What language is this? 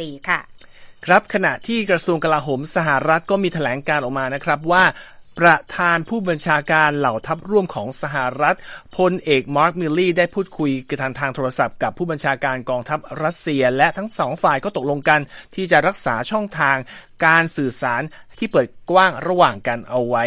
Thai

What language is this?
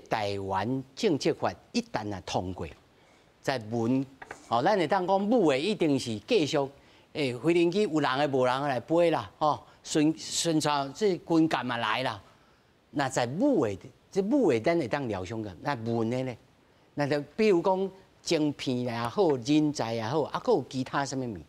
Min Nan Chinese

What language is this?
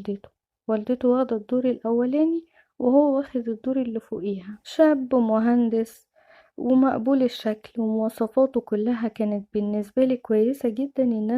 Egyptian Arabic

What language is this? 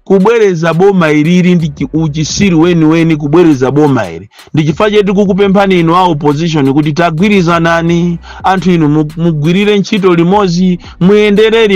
Nyanja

